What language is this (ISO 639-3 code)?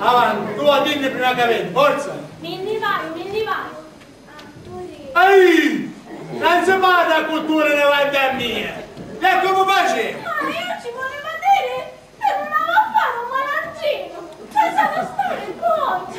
scn